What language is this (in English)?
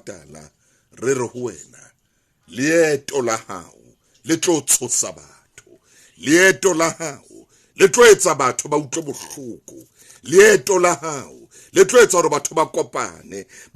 Southern Sotho